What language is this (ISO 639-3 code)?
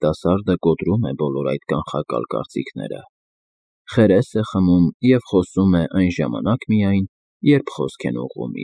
hye